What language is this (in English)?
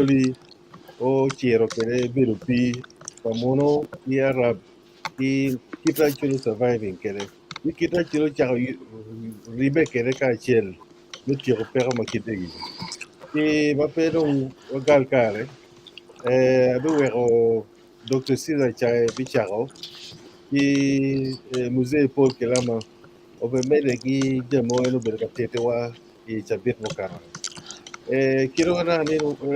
Acoli